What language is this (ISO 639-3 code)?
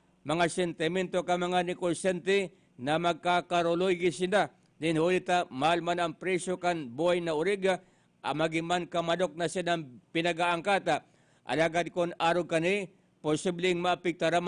bik